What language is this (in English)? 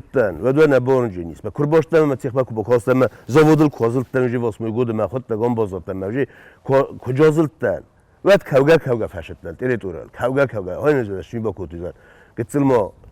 Ossetic